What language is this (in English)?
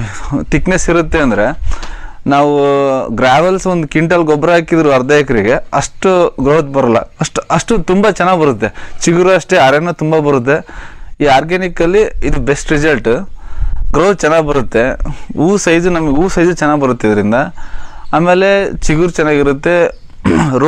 Kannada